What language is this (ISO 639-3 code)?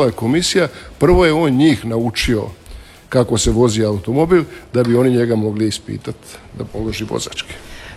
hrv